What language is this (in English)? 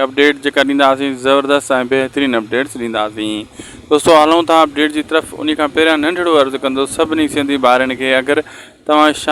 Sindhi